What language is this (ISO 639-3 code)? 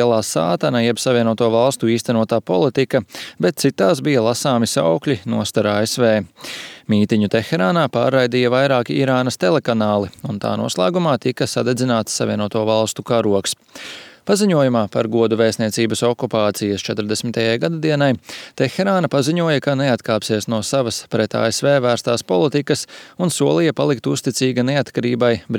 lav